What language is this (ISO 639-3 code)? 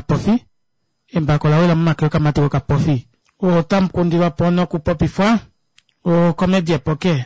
kua